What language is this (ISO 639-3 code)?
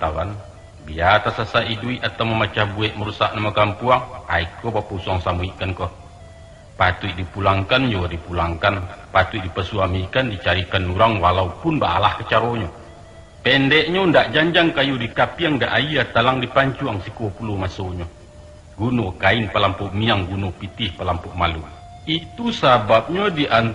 min